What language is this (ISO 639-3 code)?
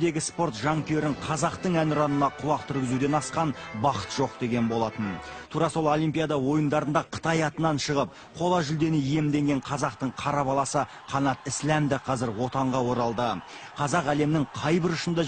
kaz